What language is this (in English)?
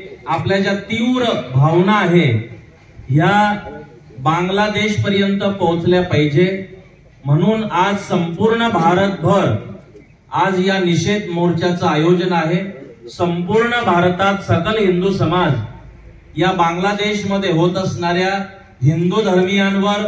Marathi